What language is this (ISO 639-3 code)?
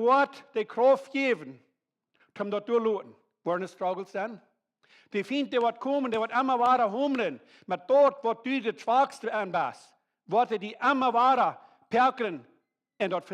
pdt